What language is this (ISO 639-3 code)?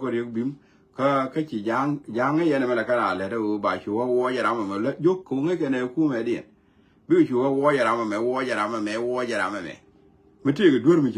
nus